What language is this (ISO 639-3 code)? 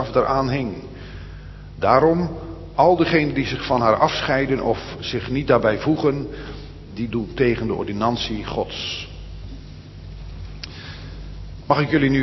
nld